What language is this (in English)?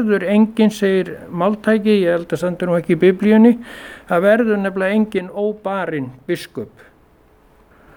Icelandic